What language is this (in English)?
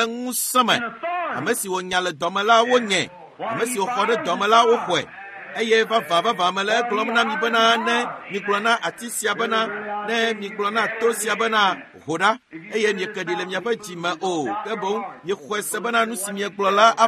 Ewe